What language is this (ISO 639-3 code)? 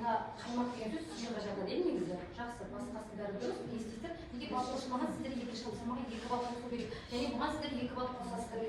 kaz